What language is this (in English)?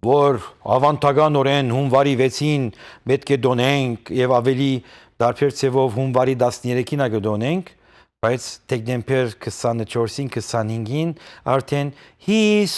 Western Armenian